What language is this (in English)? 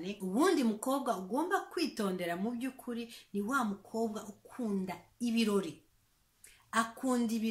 Kinyarwanda